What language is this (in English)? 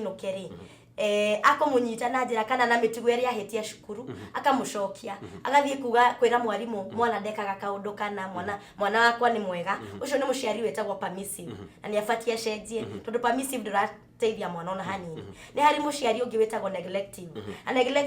Kikuyu